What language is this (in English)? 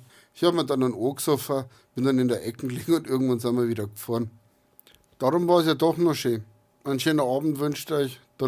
Bavarian